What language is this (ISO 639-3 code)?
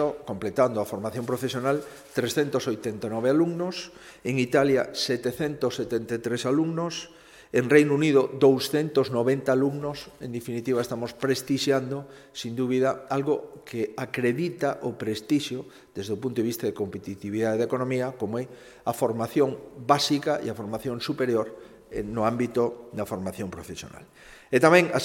glg